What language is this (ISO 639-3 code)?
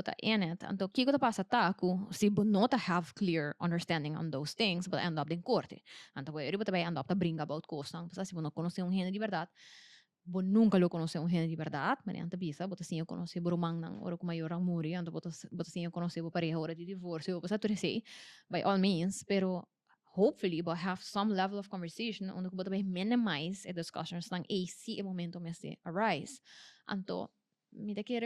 pap